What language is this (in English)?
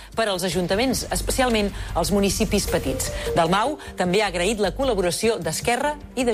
Catalan